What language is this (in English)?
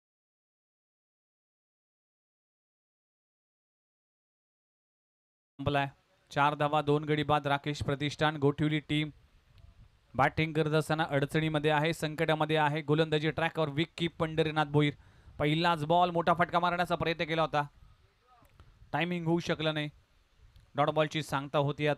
Marathi